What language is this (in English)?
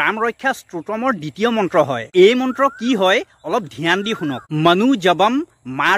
Assamese